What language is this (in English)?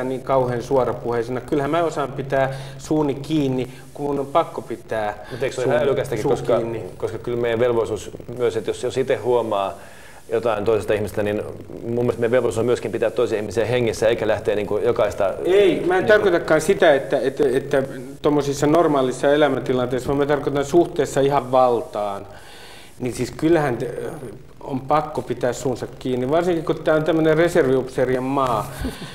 Finnish